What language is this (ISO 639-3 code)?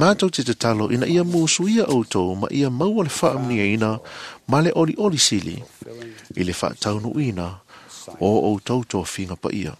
smo